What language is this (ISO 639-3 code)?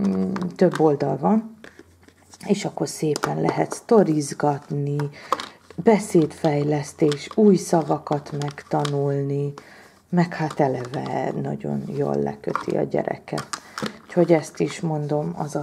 hun